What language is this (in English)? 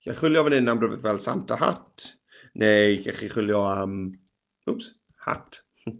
Welsh